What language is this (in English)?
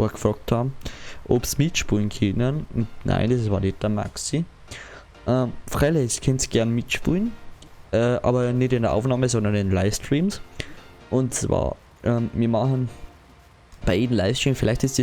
Bavarian